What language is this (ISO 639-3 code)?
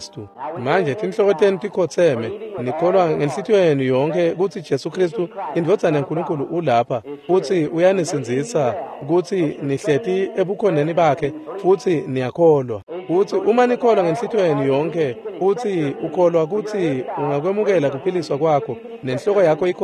ssw